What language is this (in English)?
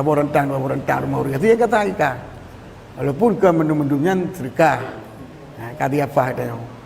Achinese